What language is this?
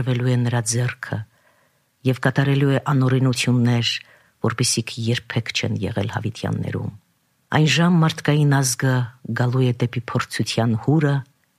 Armenian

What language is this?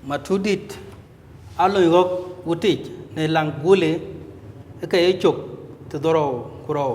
Dinka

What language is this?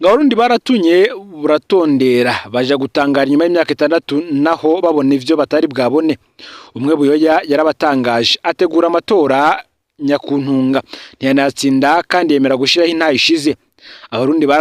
Rundi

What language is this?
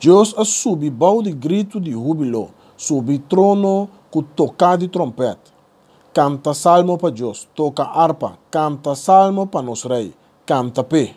Papiamento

